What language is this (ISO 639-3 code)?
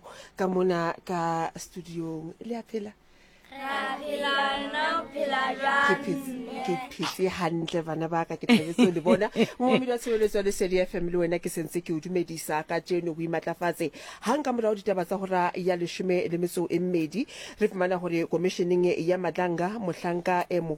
sot